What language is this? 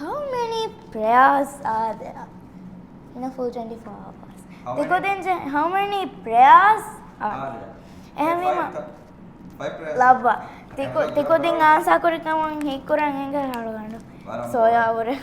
Divehi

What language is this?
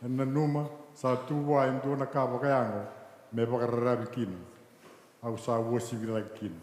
Fijian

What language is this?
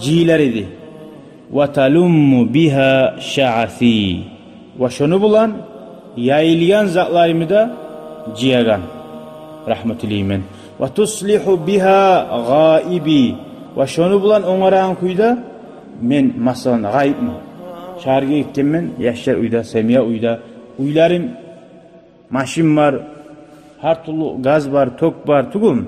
Kumyk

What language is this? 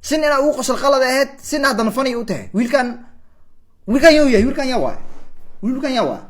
Somali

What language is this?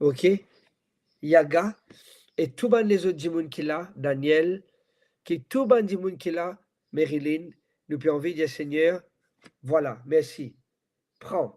Morisyen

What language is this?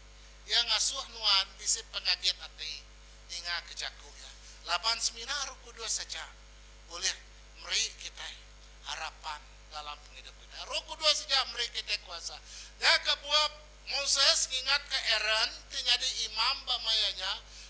Iban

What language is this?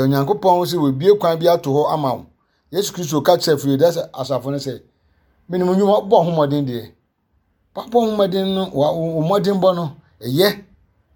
Akan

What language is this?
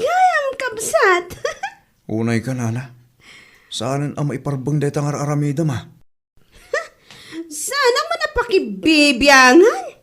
Iloko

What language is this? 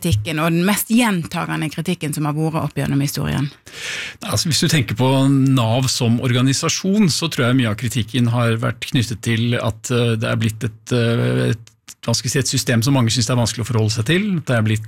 Norwegian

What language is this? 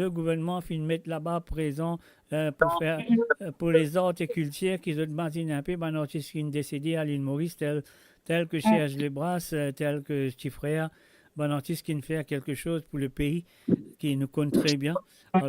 Morisyen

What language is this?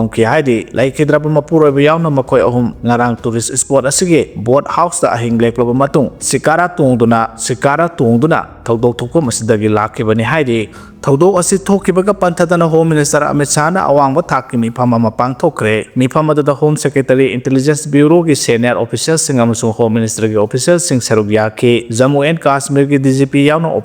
Manipuri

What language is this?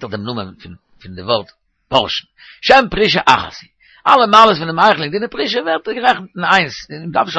Yiddish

